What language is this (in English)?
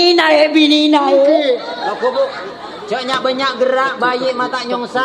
Madurese